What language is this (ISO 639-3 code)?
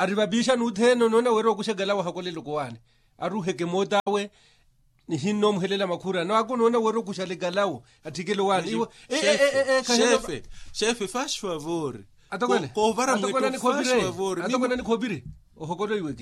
vmw